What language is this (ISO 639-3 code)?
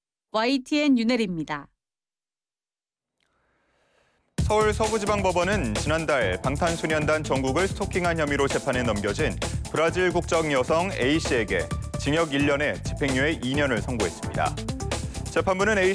kor